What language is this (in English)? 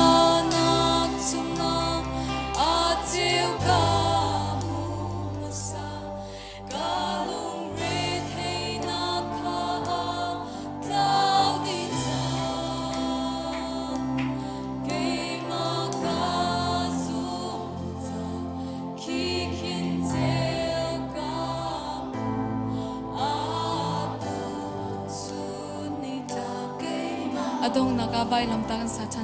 Hakha Chin